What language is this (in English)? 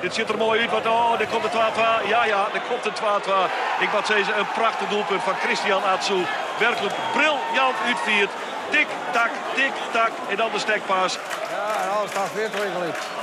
Western Frisian